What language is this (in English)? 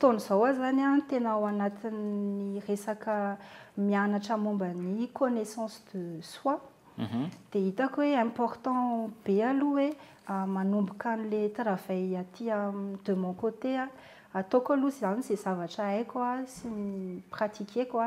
Malagasy